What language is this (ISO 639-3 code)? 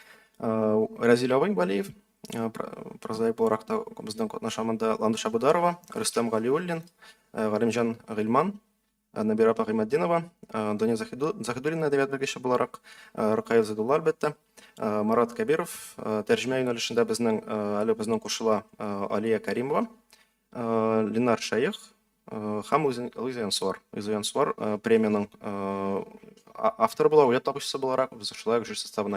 tat